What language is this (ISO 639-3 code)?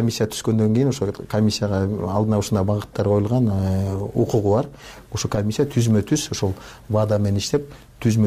kir